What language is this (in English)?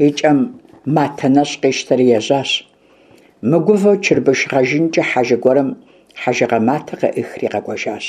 Kabardian